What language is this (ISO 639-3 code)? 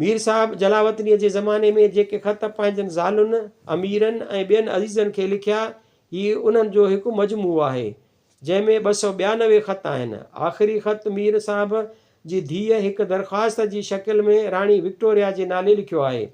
snd